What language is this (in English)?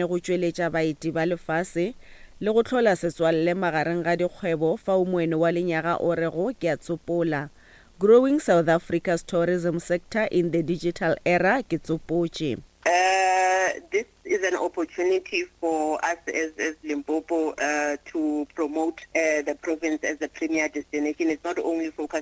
Northern Sotho